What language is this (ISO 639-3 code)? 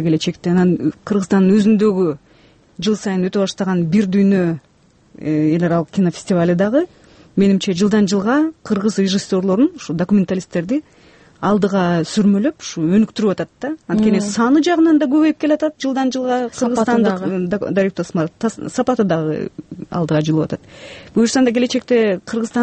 kir